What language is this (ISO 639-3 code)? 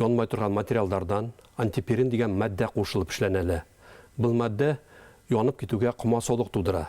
bak